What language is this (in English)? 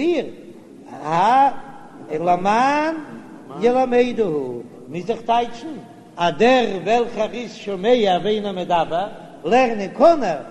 Yiddish